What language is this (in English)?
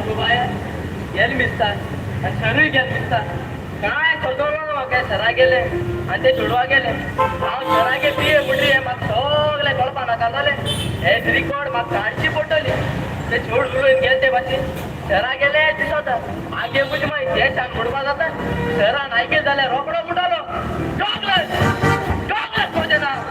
Konkani